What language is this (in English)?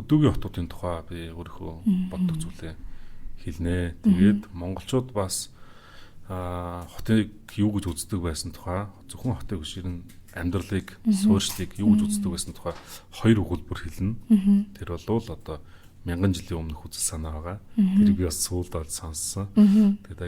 Mongolian